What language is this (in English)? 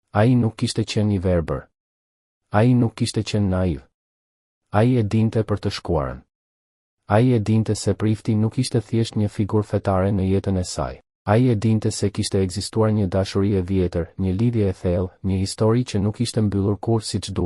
Albanian